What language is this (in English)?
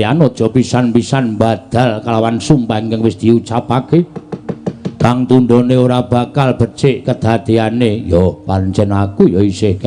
Javanese